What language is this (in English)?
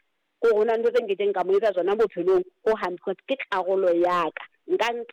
Southern Sotho